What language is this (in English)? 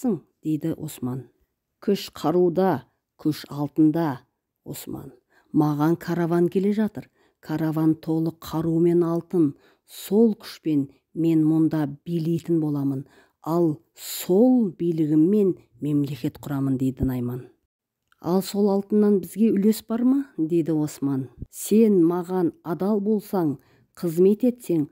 Kazakh